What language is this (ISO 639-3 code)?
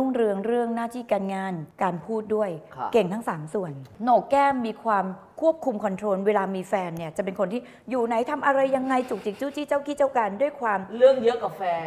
tha